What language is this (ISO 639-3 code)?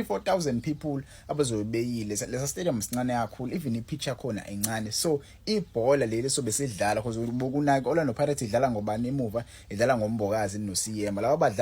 zul